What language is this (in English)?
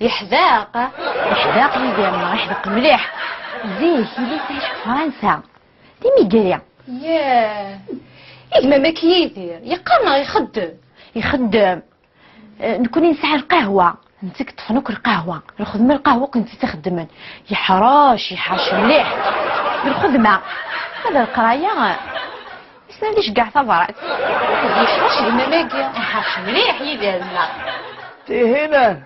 Kabyle